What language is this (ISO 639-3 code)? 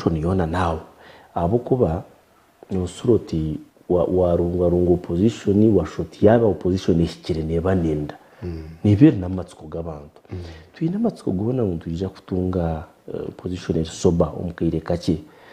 nyn